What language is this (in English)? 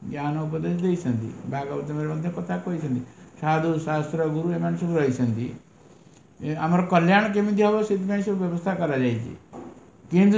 Odia